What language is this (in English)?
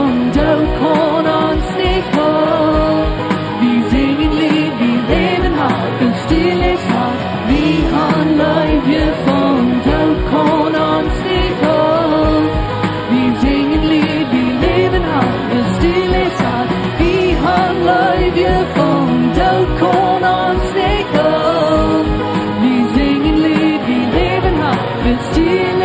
Plautdietsch